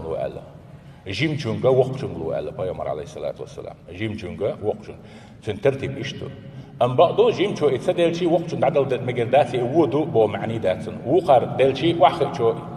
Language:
Chechen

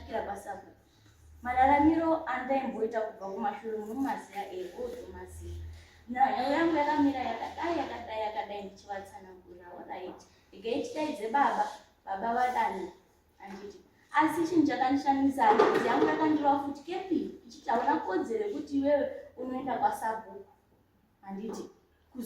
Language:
Shona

